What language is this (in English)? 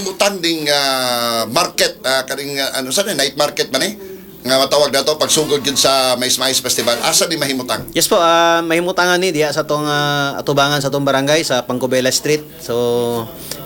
Cebuano